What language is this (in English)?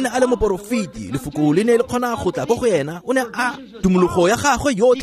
Tswana